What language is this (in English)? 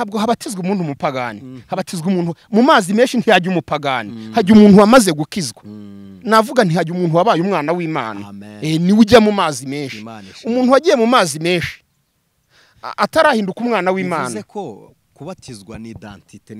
Kinyarwanda